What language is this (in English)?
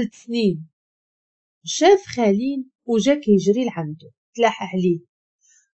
Moroccan Arabic